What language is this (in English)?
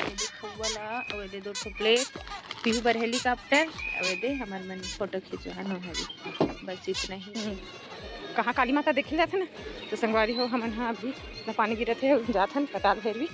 Chhattisgarhi